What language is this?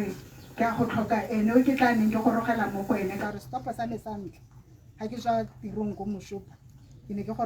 Tswana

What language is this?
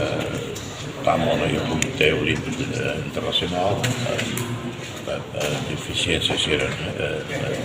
Tetum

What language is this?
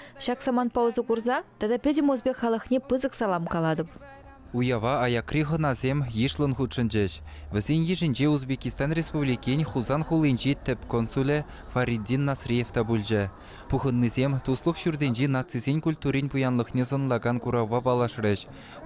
Chuvash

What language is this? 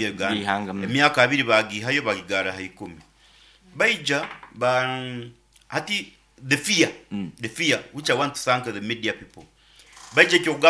Nyoro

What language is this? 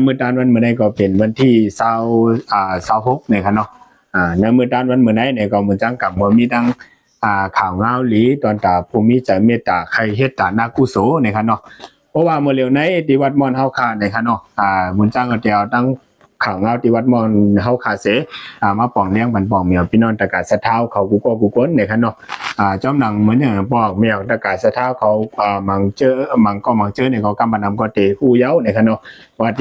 Shan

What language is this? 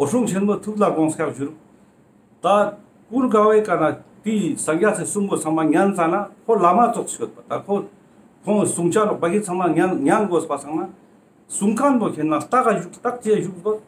Ladakhi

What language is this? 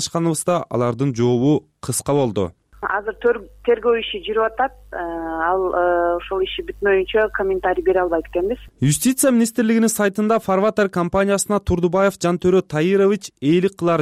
Kyrgyz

